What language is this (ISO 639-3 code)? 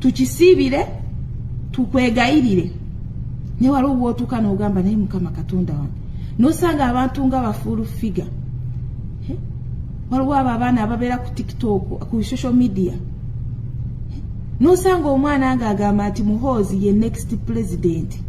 lug